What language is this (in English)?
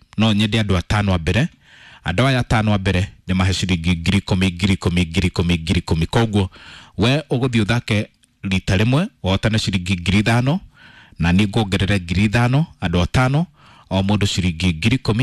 Kikuyu